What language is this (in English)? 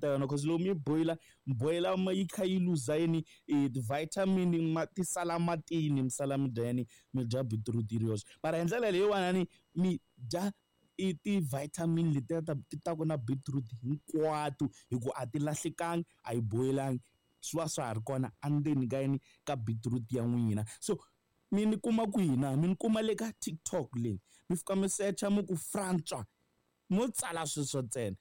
Tsonga